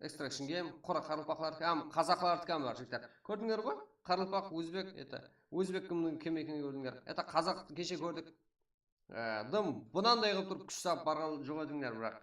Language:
Kara-Kalpak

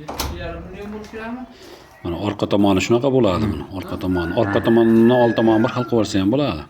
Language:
Uzbek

